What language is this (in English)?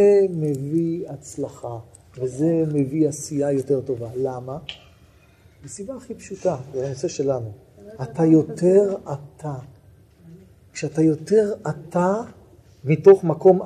Hebrew